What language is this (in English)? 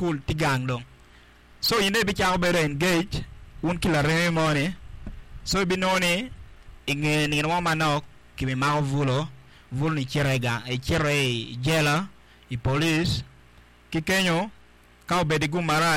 Acoli